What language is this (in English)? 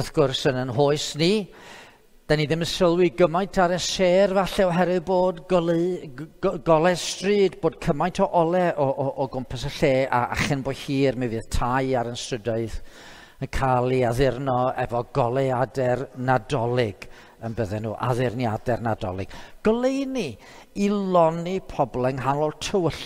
Welsh